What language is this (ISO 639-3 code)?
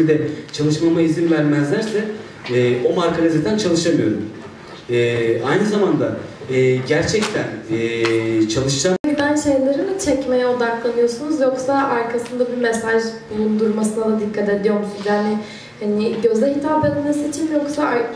tur